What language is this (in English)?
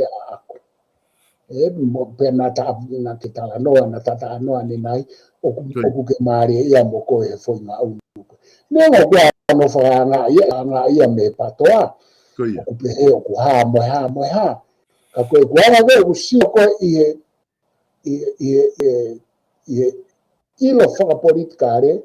Tongan